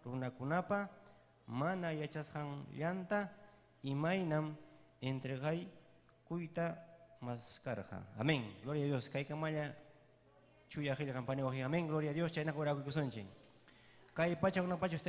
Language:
Ayacucho Quechua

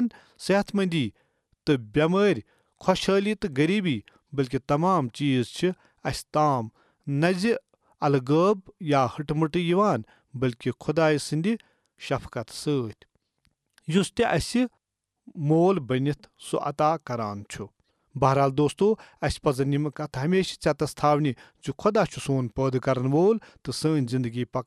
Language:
Kashmiri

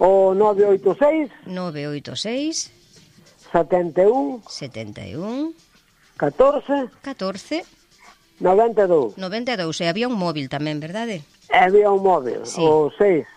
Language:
Galician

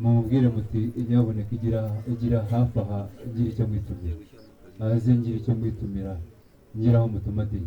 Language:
Kinyarwanda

